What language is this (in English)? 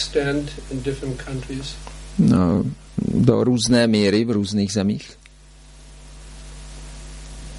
Czech